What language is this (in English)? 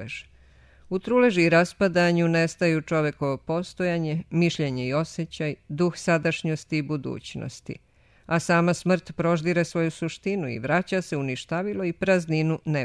Serbian